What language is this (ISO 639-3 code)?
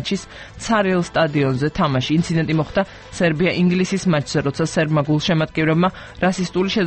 kat